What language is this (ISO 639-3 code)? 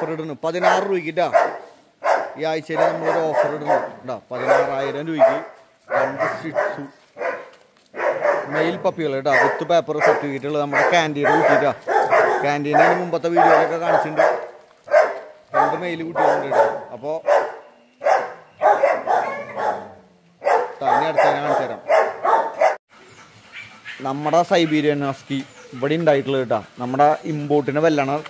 mal